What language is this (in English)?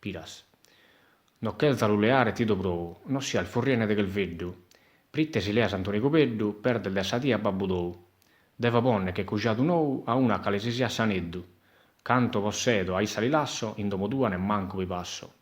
Sardinian